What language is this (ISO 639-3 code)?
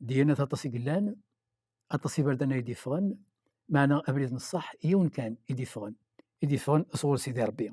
kab